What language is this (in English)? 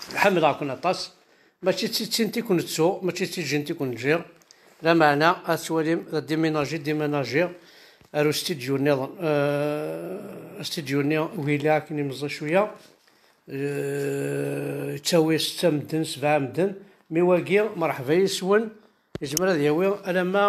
Kabyle